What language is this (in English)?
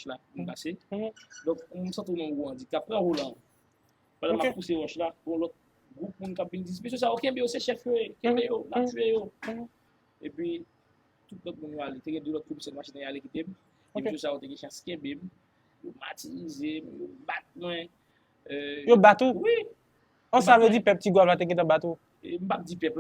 Haitian Creole